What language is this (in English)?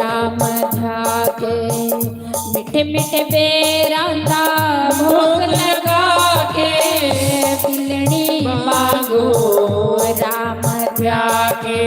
Dogri